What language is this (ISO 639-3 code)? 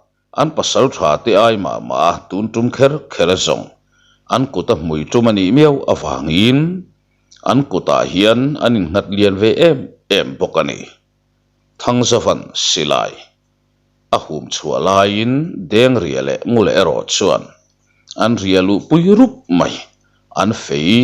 lus